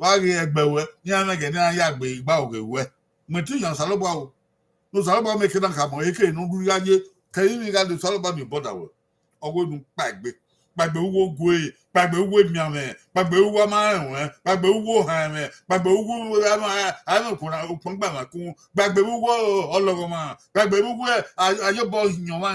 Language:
Bini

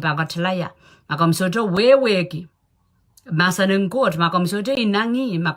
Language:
Pohnpeian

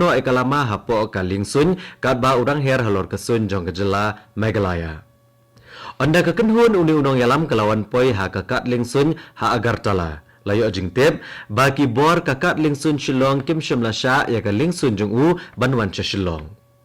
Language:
Khasi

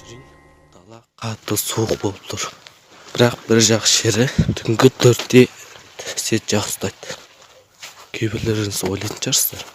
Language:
Kazakh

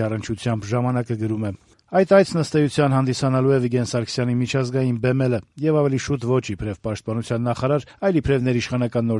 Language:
Armenian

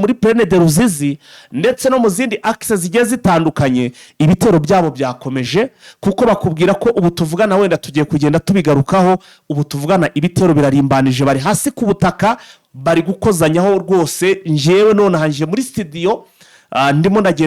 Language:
Kinyarwanda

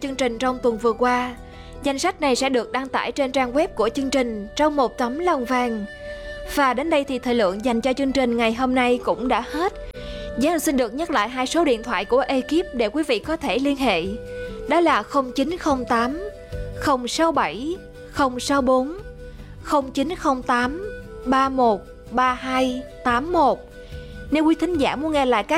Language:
Vietnamese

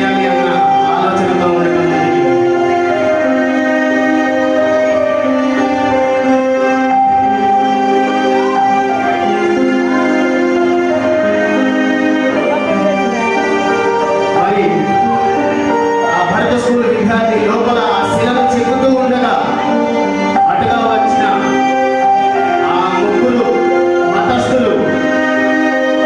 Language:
Telugu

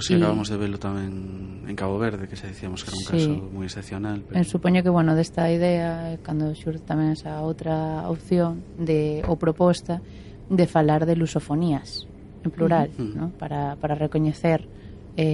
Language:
Galician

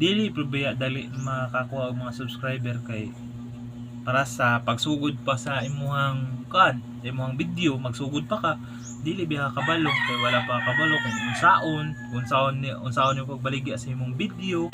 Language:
Cebuano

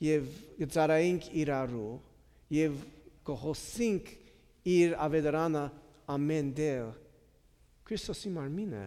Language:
Armenian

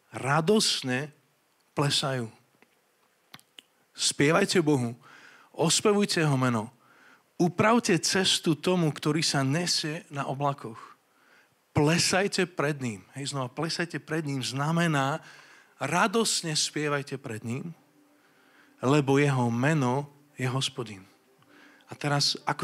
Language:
Slovak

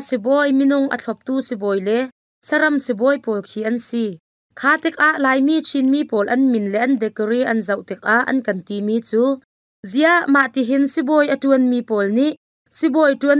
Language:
Hakha Chin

